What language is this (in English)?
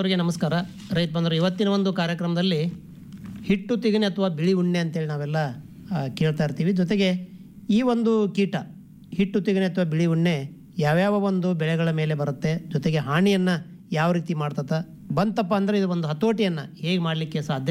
Kannada